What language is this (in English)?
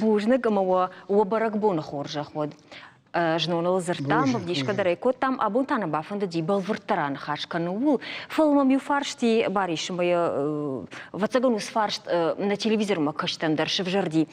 Ossetic